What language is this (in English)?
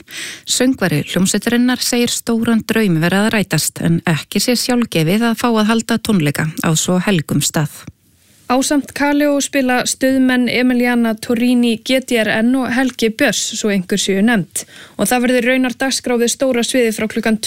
Icelandic